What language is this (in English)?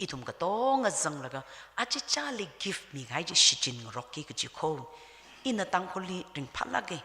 Tangkhul Naga (India)